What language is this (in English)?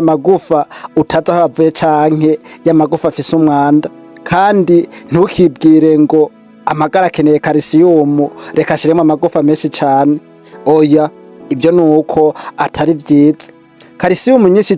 Rundi